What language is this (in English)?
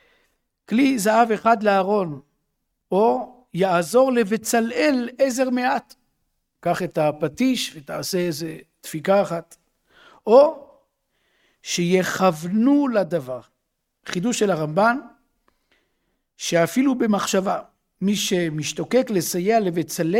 Hebrew